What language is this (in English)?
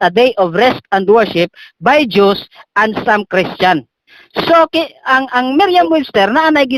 Cebuano